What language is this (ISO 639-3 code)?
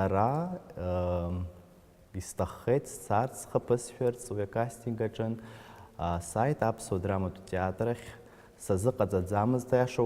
abk